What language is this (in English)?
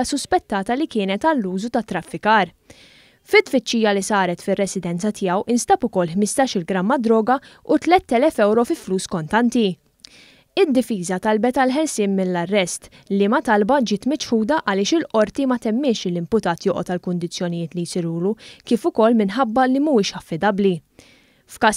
Maltese